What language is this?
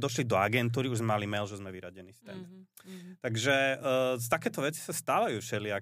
Slovak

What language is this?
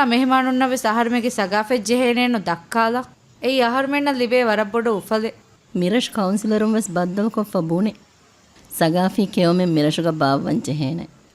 Divehi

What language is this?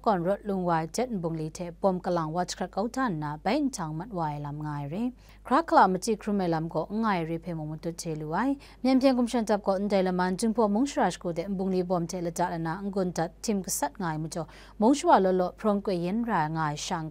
Kachin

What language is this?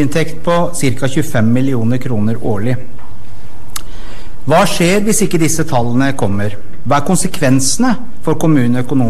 Norwegian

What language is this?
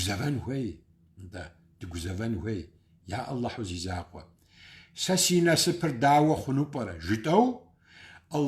Kabardian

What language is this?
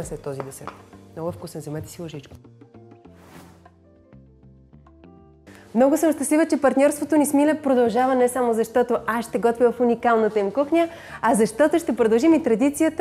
Bulgarian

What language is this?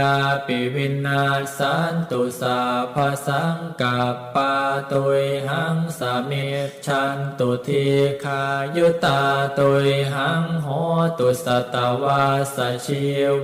Pali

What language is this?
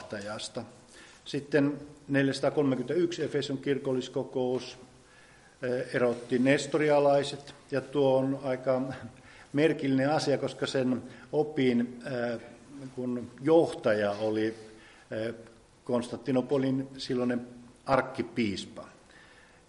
Finnish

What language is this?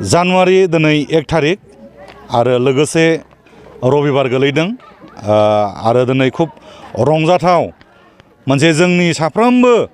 Bodo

